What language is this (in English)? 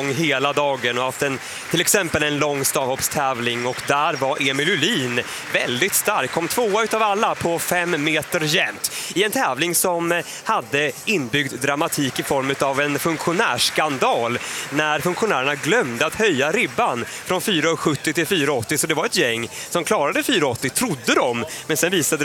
Swedish